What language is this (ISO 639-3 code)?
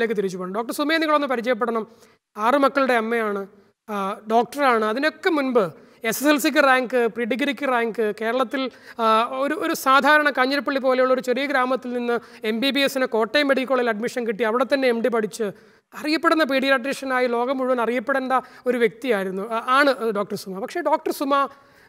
mal